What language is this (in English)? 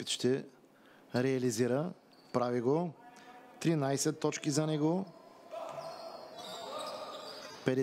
Bulgarian